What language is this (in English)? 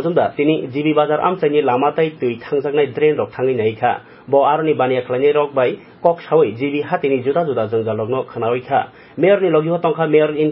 Kok Borok